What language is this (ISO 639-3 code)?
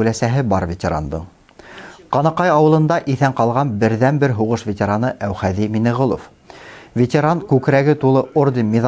bak